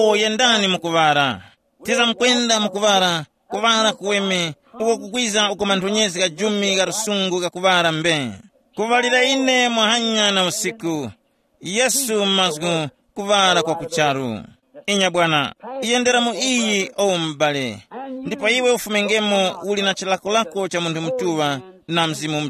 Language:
Tumbuka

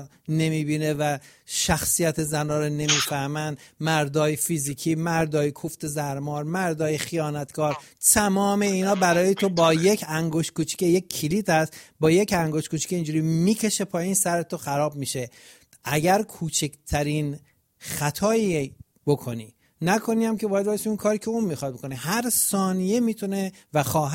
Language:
Persian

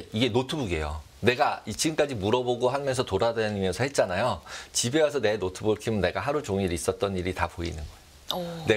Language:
Korean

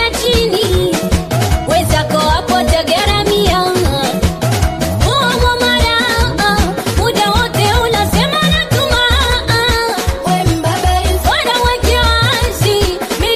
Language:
Swahili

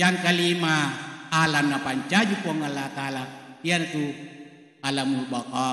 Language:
Buginese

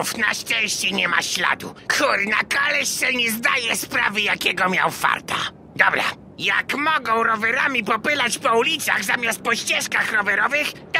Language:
Polish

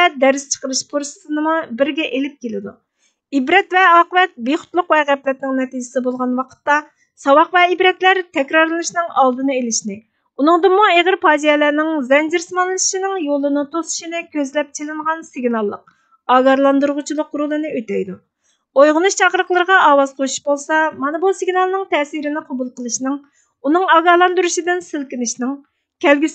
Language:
Uyghur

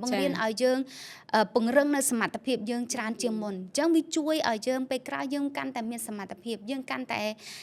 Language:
Khmer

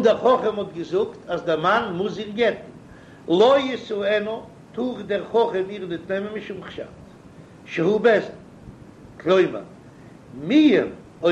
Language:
Yiddish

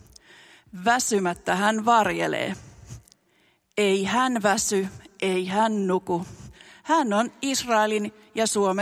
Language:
Finnish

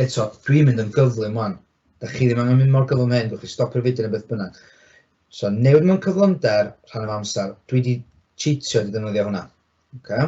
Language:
Welsh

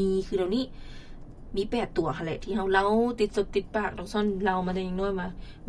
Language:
Lao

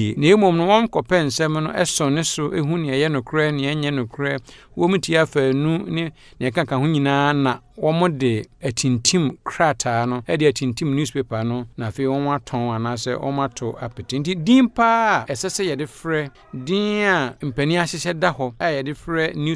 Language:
Akan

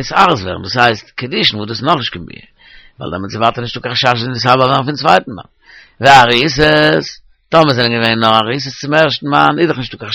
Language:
Yiddish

